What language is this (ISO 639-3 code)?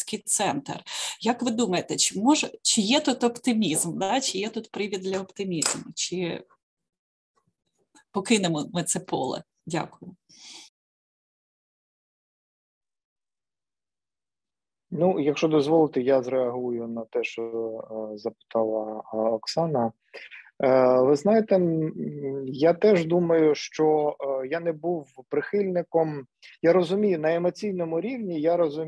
ukr